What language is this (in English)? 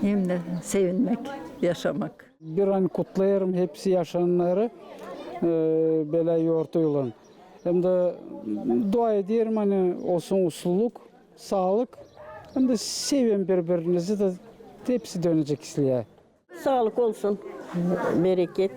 Gagauz